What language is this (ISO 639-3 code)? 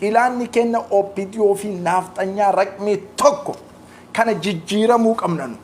orm